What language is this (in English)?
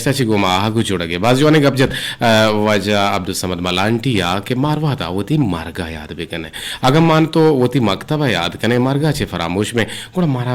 Eastern Balochi